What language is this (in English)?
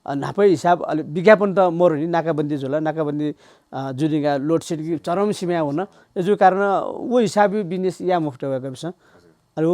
Newari